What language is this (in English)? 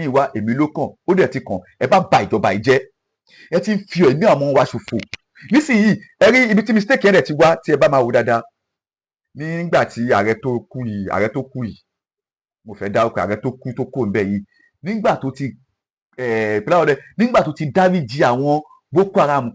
Yoruba